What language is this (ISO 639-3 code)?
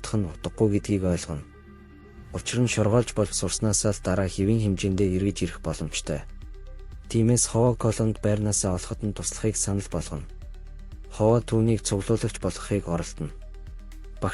mon